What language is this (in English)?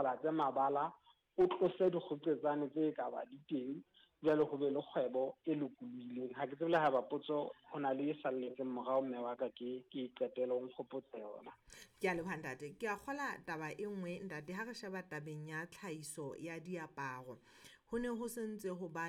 Southern Sotho